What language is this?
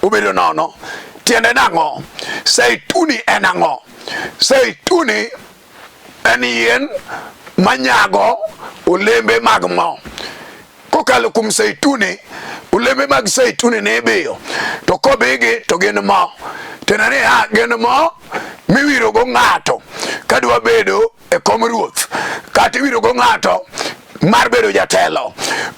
Luo (Kenya and Tanzania)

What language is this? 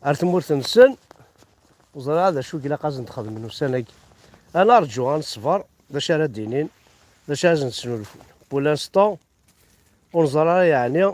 Kabyle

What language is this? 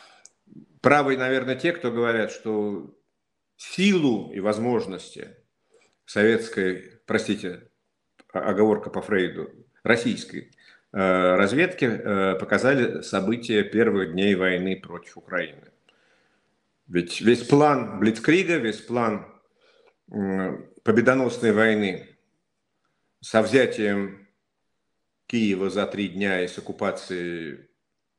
Russian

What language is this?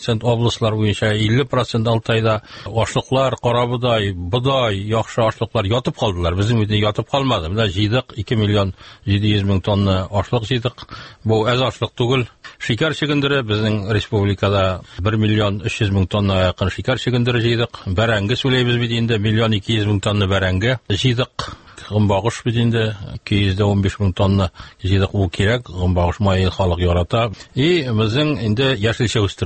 Tatar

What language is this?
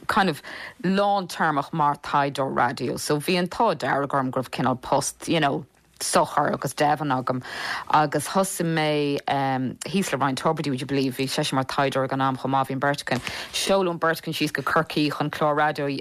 Irish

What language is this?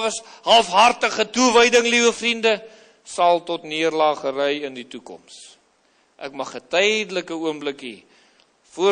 Afrikaans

